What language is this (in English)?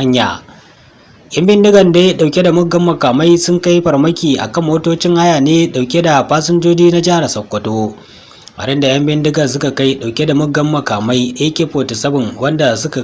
Hausa